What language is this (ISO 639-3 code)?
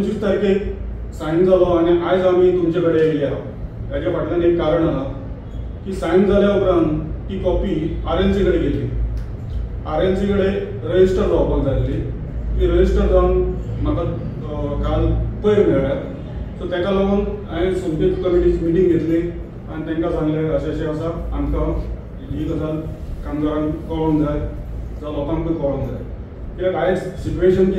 kok